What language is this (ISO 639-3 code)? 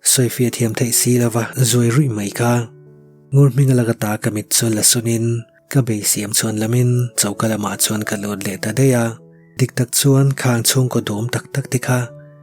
lus